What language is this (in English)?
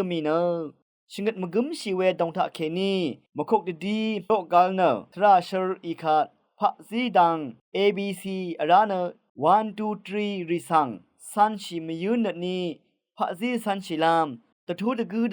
Rawang